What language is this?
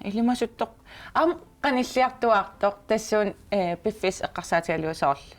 Kalaallisut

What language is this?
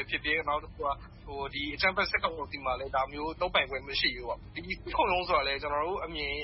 Burmese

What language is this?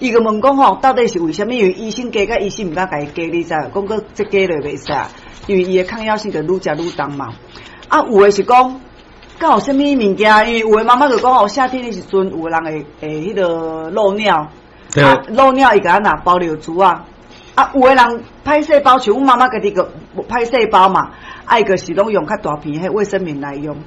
Min Nan Chinese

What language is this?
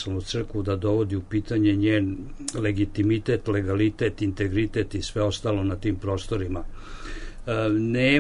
Serbian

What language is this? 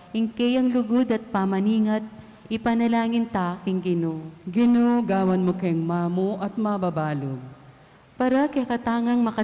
Pampanga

